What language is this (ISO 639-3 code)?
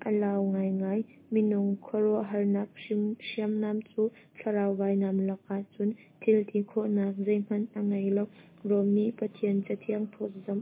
cnh